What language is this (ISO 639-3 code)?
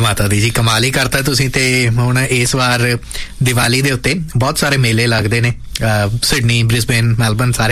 pan